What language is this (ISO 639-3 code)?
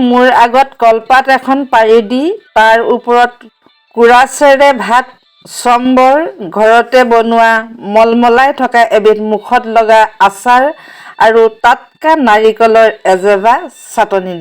asm